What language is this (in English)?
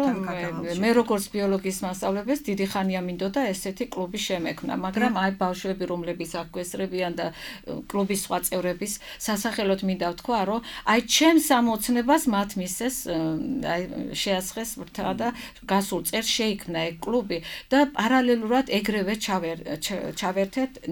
Georgian